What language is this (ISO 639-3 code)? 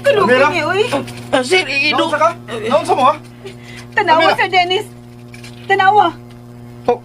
ceb